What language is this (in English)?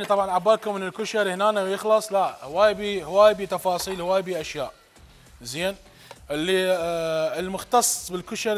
Mesopotamian Arabic